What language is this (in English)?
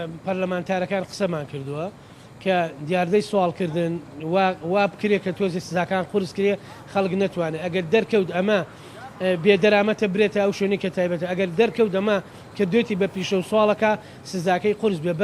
Central Kurdish